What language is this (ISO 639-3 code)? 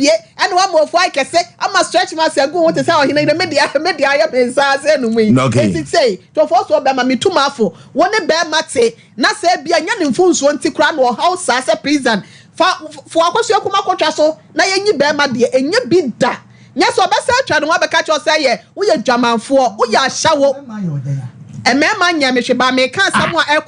aka